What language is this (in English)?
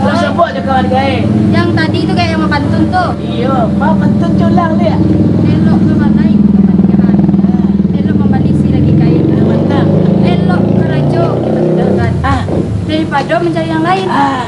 Minangkabau